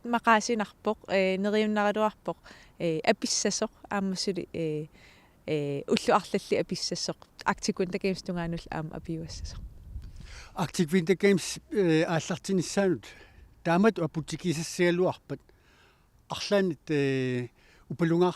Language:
Kalaallisut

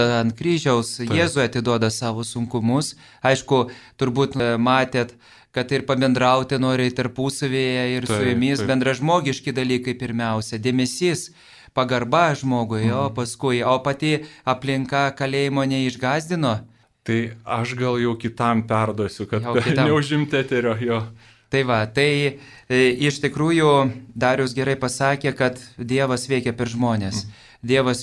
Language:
Lithuanian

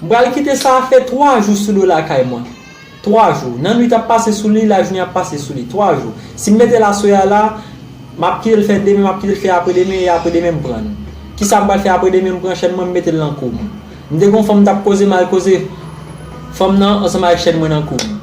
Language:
Haitian Creole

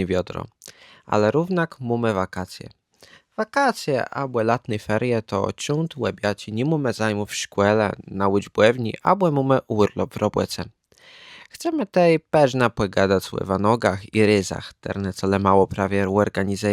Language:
Kashubian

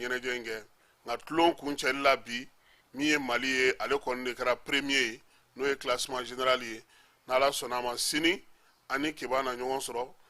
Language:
Bambara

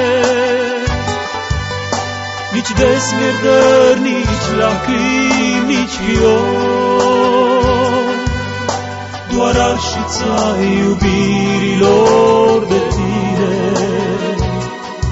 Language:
Romanian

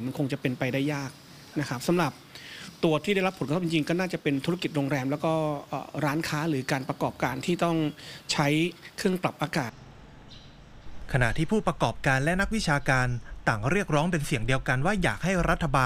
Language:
Thai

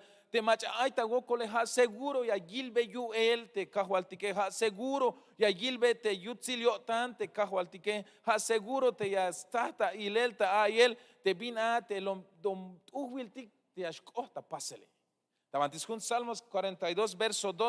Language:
Tzeltal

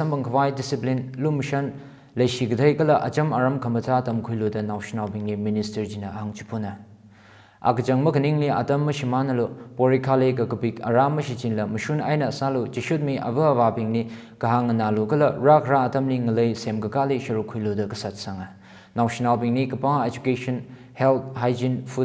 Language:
Tangkhul Naga (India)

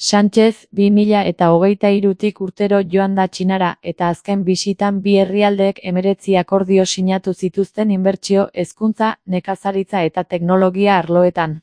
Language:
Basque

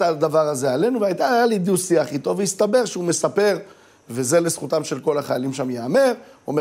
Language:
Hebrew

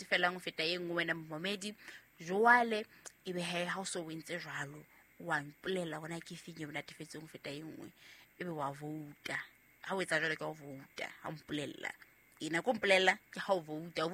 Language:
Southern Sotho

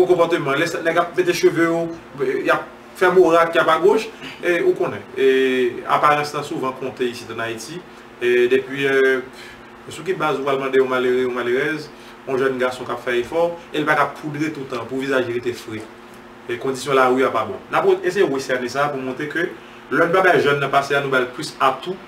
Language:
Haitian Creole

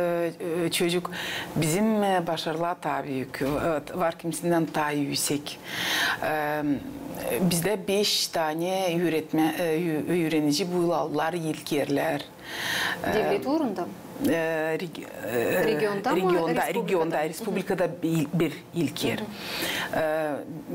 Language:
Gagauz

